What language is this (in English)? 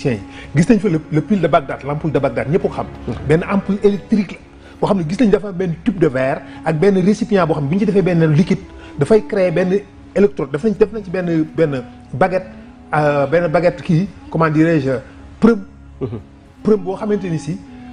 Wolof